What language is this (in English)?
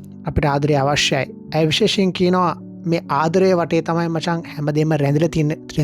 Sinhala